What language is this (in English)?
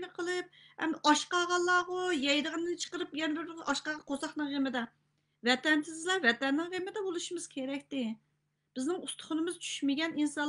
Uyghur